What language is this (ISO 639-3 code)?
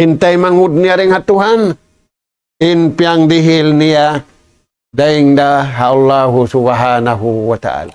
tsg